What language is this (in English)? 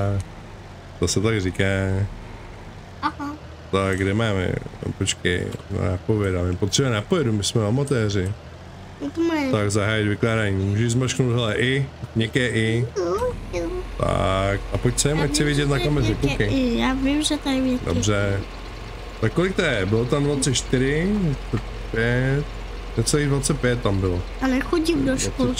Czech